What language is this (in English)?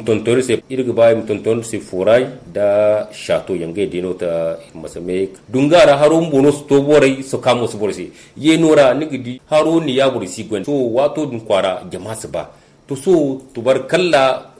Zarma